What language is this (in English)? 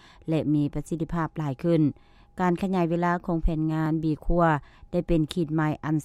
Lao